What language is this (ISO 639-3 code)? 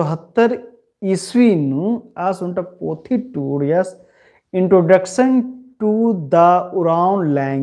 kru